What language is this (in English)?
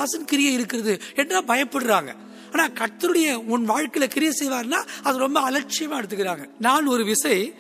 Tamil